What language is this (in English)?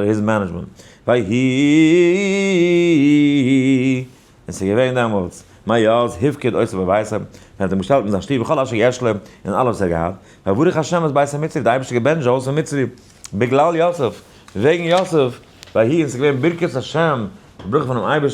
Yiddish